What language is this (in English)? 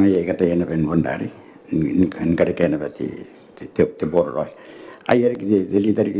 Gilbertese